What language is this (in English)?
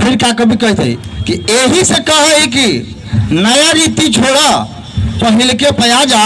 Magahi